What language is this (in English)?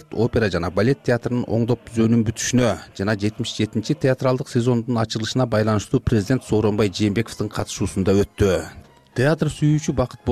Kyrgyz